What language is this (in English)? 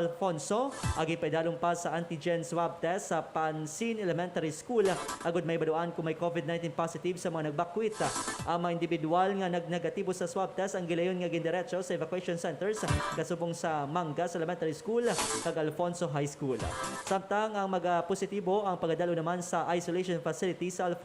Hiligaynon